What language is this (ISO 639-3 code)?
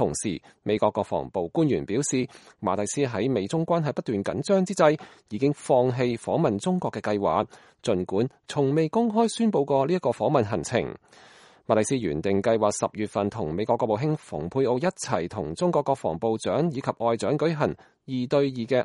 yue